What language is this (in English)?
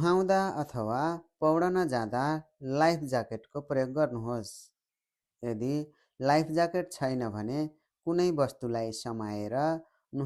Nepali